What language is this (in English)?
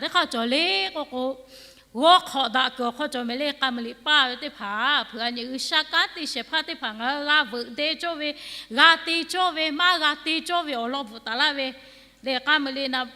Lahu